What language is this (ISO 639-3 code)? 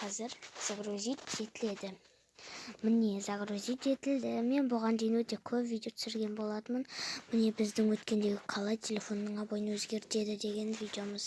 kaz